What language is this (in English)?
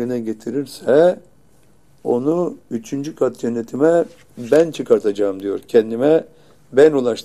Turkish